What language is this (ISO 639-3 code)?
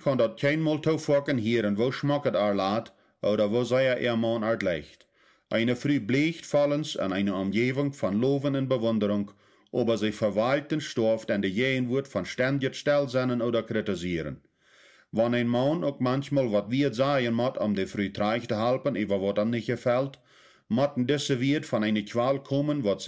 pdt